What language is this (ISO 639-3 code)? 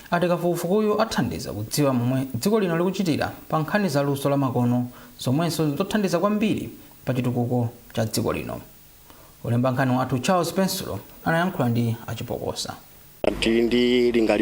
nya